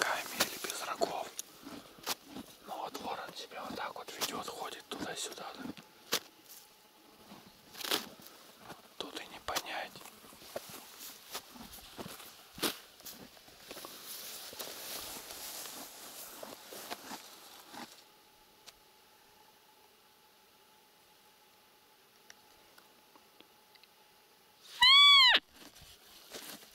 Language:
Russian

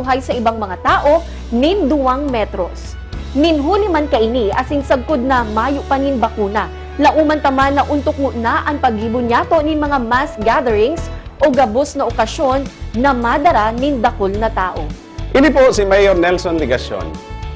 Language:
Bikol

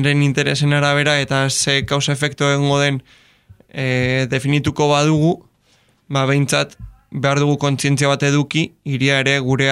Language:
Basque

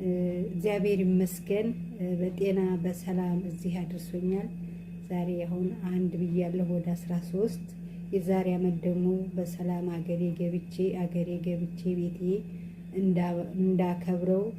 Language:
Amharic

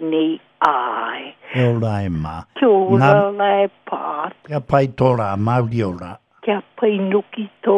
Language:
Māori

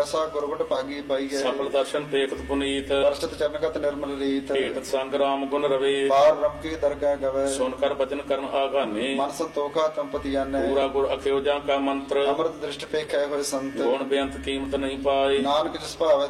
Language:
Punjabi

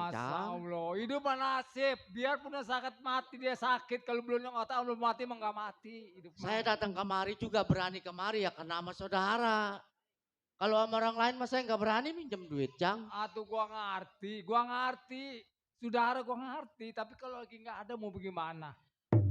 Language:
Betawi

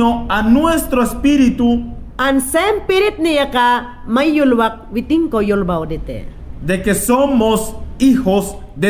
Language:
Mayangna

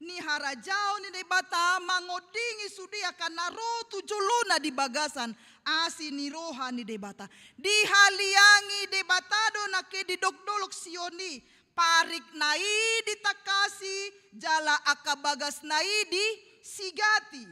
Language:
Batak Toba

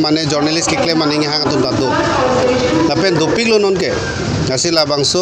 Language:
Karbi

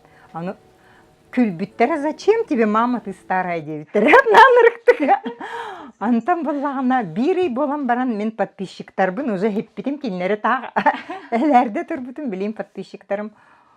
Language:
Yakut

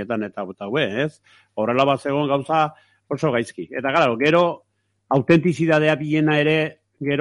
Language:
Basque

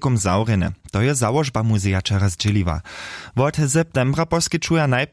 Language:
Upper Sorbian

